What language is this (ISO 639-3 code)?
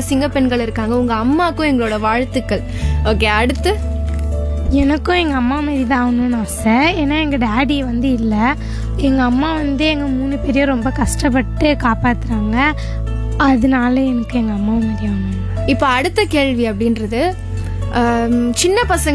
tam